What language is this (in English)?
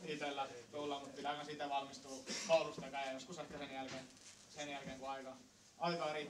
Finnish